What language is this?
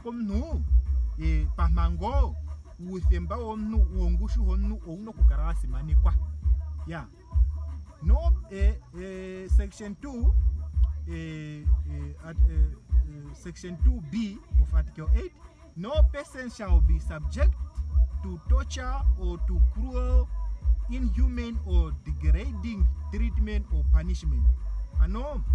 Ndonga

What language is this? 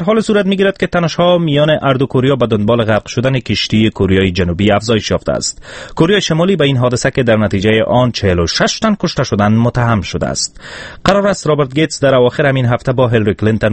Persian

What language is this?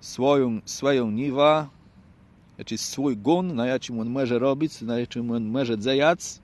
Kashubian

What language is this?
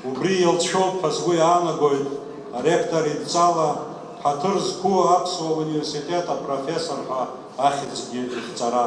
Abkhazian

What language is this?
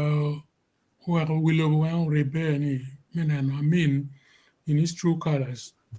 Acoli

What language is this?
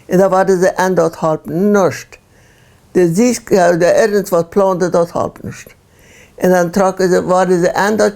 Plautdietsch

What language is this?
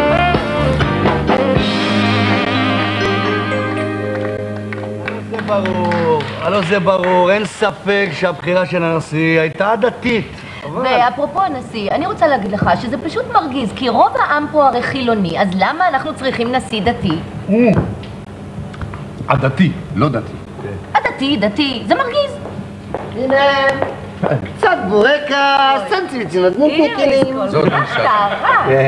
Hebrew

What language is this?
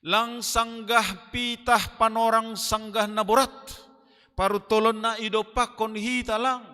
Batak Simalungun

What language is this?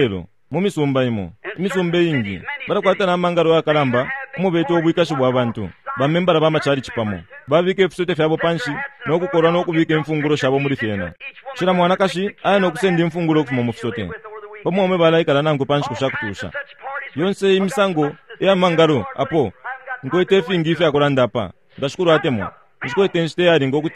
Bemba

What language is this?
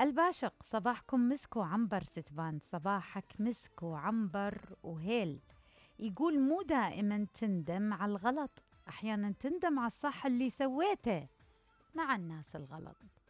Mesopotamian Arabic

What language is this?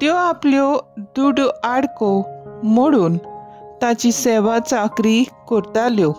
Konkani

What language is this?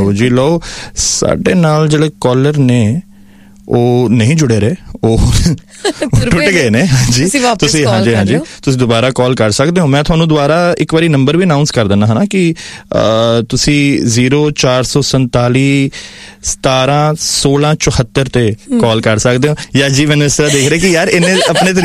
Punjabi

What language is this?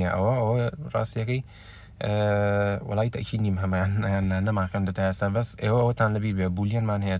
Central Kurdish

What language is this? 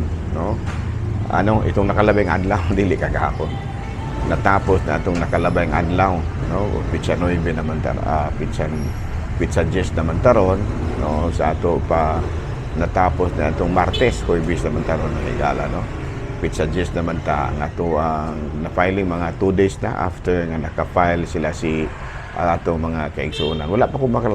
Cebuano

